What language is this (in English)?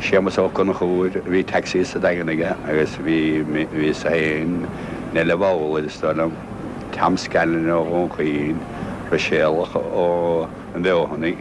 Irish